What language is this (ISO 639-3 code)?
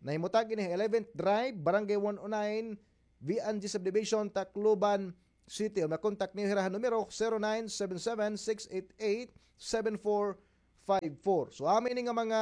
war